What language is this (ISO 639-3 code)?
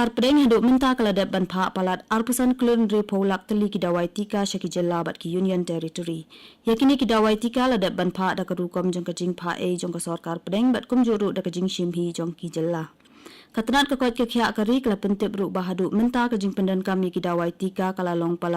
kha